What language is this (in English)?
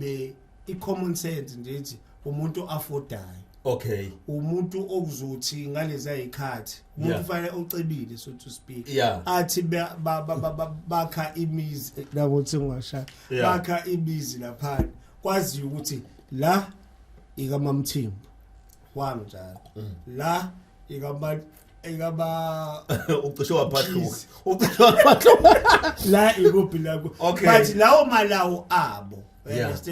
Zulu